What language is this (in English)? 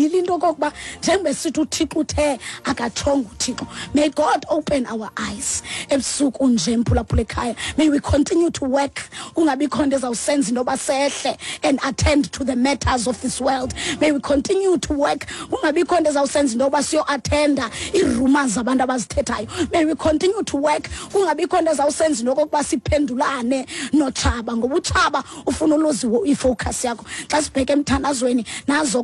Xhosa